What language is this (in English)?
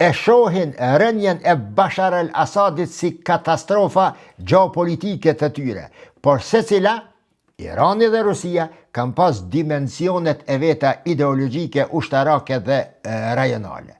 Albanian